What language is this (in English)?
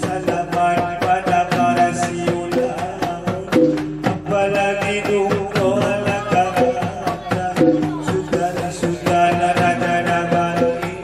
Batak Angkola